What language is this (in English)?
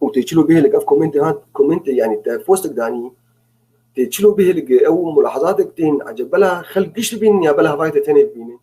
North Levantine Arabic